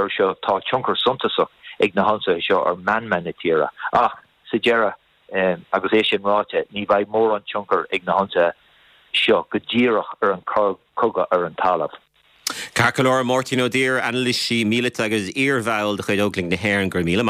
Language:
Irish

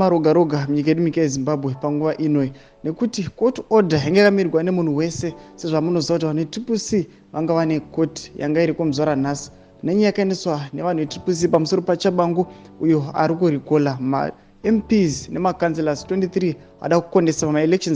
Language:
Shona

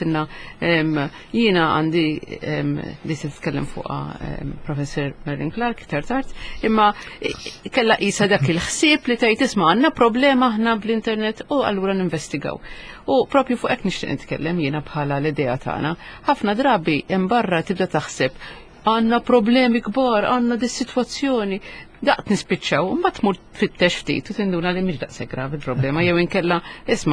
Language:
Maltese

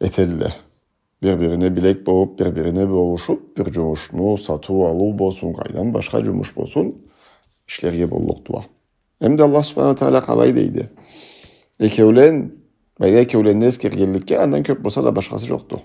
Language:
Karachay-Balkar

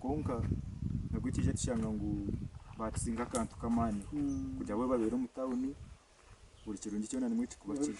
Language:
Nyankole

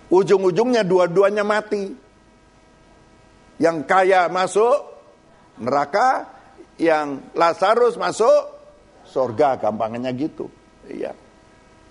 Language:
Indonesian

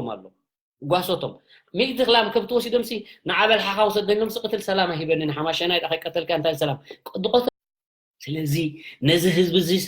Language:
Tigrinya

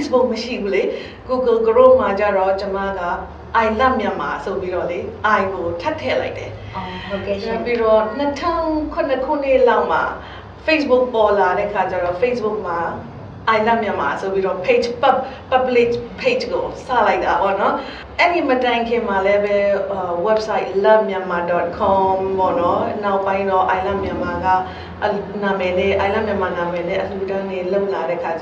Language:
Burmese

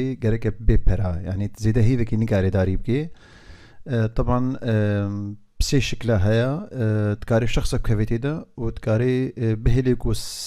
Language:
Kurdish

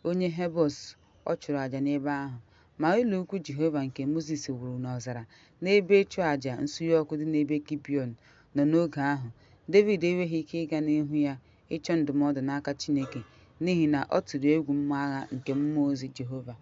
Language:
Igbo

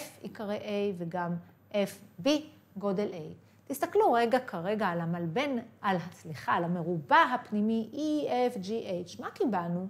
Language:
Hebrew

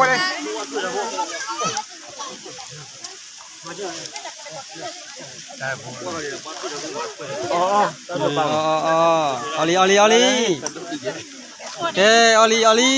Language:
S'gaw Karen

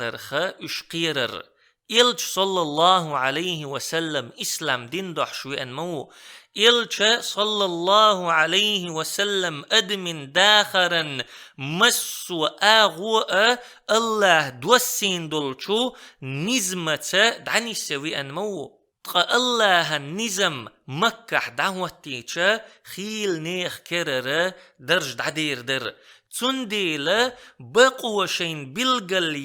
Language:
Chechen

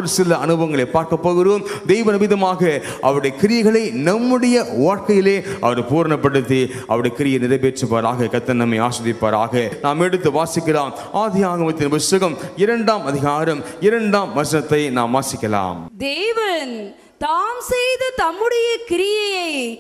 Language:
Tamil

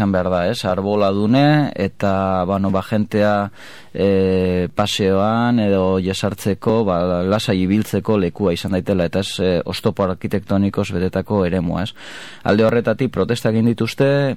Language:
Basque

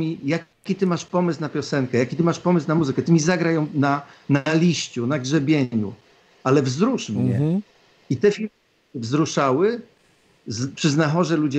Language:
Polish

